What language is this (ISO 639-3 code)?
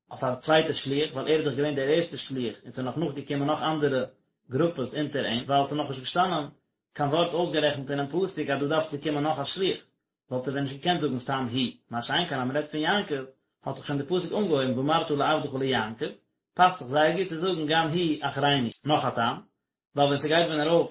yid